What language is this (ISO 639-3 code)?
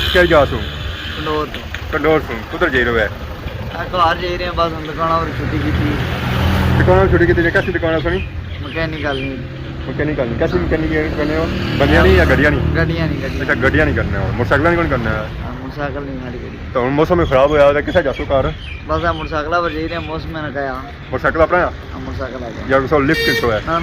phr